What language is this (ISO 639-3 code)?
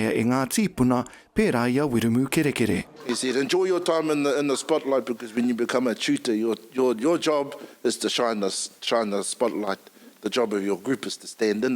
mri